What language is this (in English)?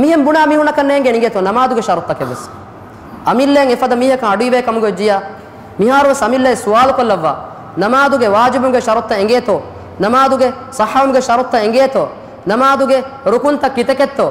Divehi